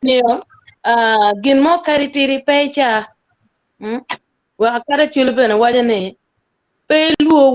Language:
Acoli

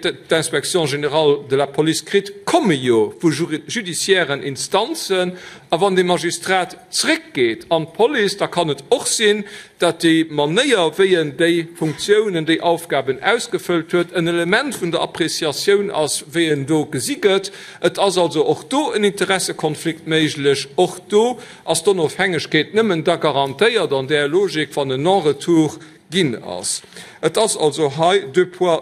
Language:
Luxembourgish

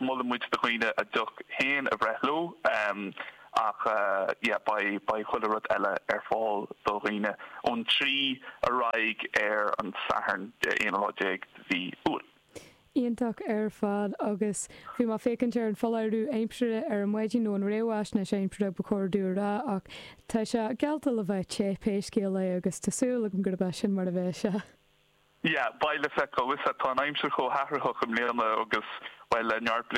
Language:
Irish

